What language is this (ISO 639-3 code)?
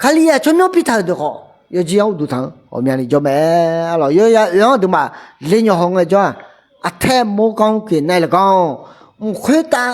ahk